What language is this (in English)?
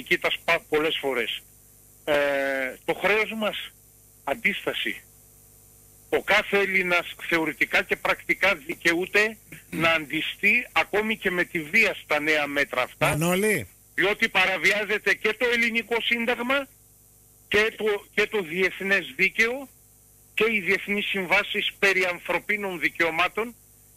Greek